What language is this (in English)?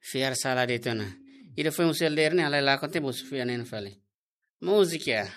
Tetum